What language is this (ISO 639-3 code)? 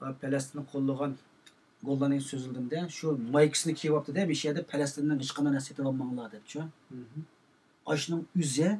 uig